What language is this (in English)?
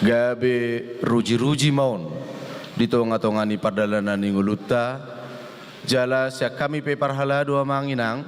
Batak Toba